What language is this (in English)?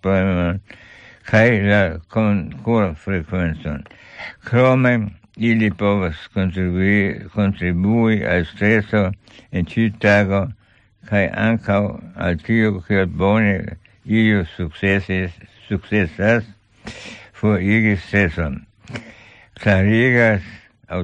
Esperanto